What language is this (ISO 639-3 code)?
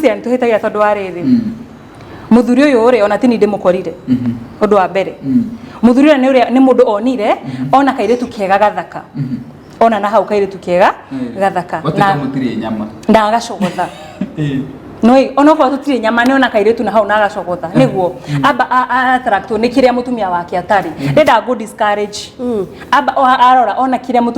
kik